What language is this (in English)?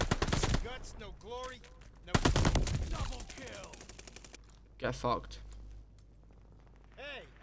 English